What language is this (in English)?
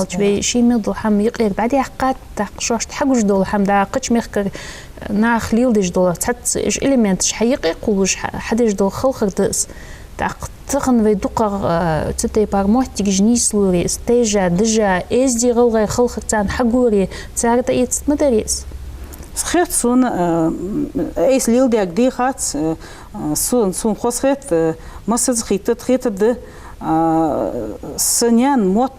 Ingush